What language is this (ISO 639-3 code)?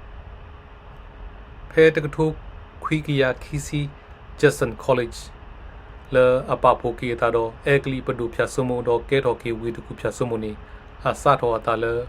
ksw